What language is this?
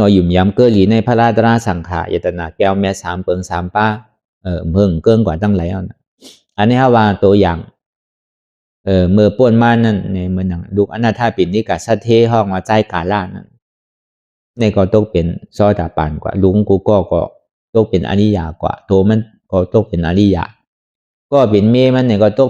Shan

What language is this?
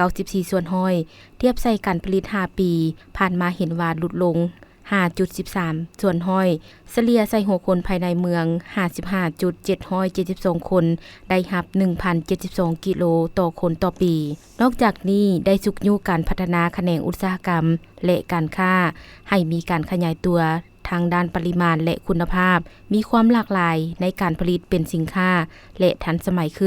Lao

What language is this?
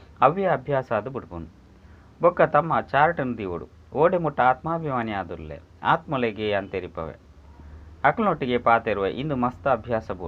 Tulu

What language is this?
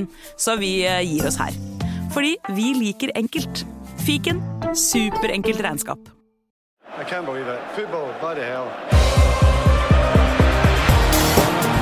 Norwegian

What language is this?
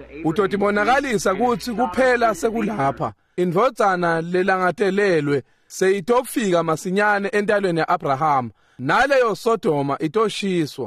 Swati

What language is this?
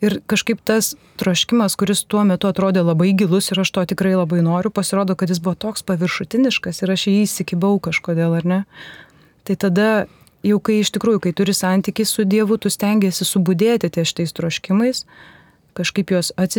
Lithuanian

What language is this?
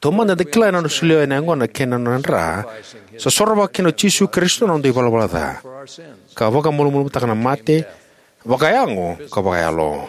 Fijian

